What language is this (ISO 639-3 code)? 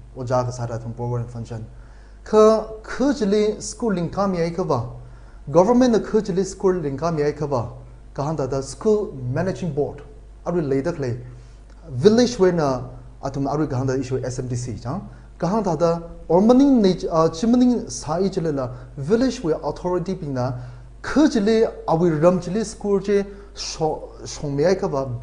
nmf